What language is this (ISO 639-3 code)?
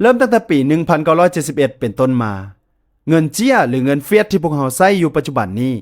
lao